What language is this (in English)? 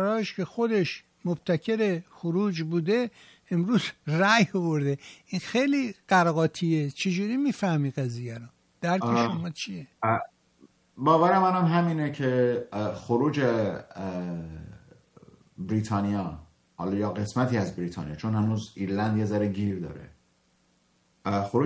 Persian